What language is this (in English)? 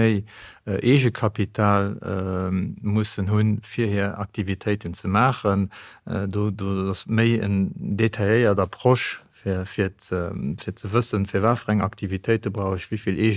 Luxembourgish